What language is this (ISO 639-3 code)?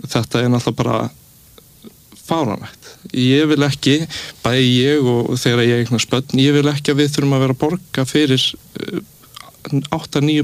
isl